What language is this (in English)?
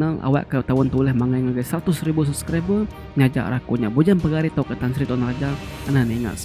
Iban